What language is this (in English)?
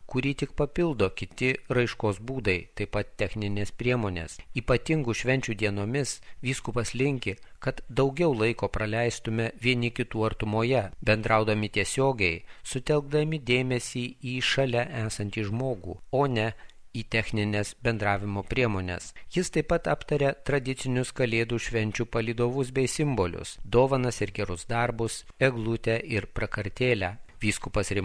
Lithuanian